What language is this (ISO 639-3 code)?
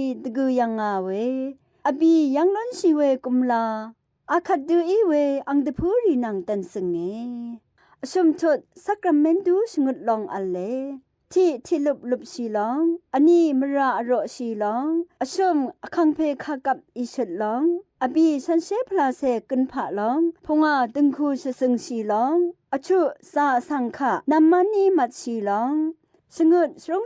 raw